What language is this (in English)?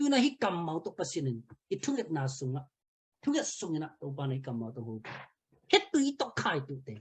Tedim Chin